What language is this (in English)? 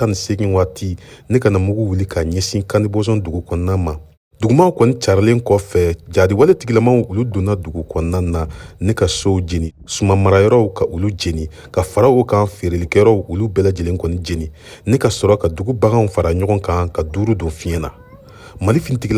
Bambara